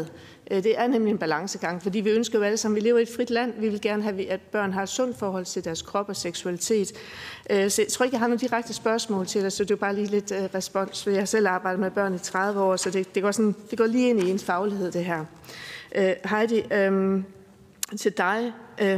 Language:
Danish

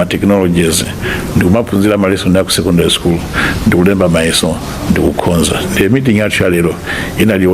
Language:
Nyanja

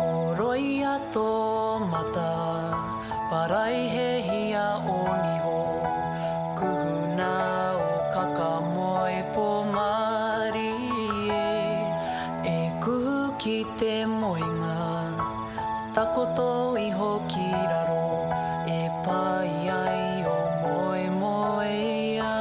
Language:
Māori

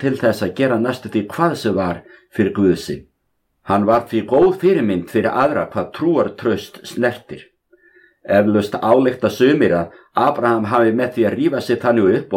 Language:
Icelandic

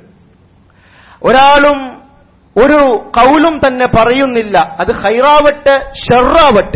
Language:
Malayalam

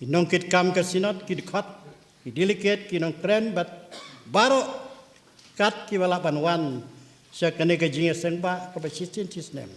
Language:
Khasi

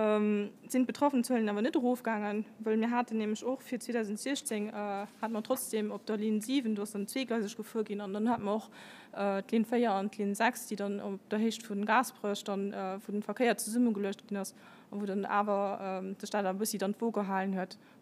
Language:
Luxembourgish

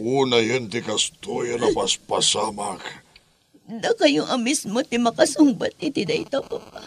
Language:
Iloko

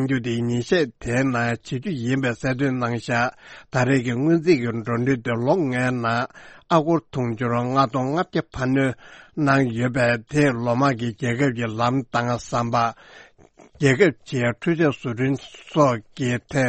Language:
Tibetan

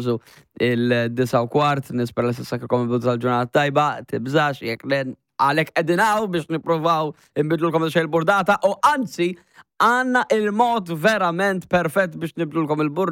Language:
Maltese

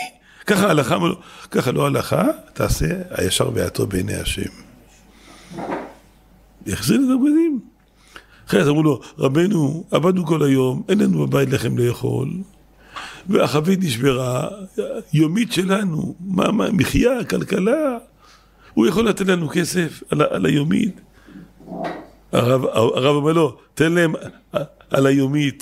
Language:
Hebrew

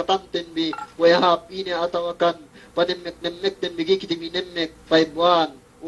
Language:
Yakan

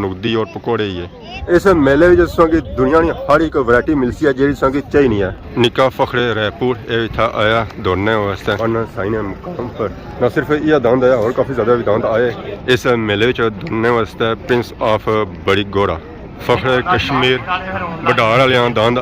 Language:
Pahari-Potwari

